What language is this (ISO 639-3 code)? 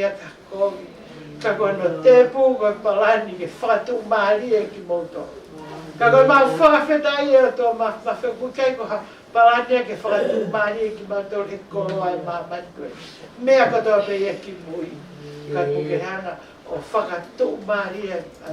ton